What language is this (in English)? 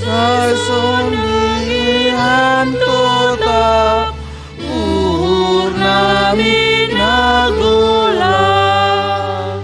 Batak Simalungun